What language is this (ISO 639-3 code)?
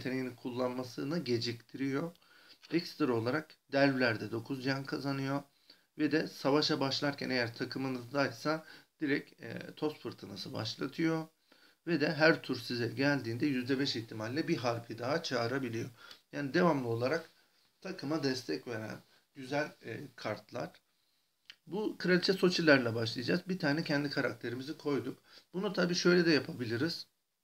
tur